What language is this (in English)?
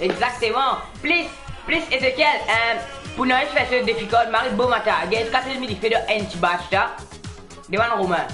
Morisyen